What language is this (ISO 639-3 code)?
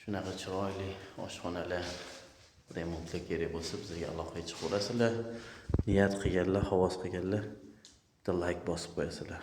uzb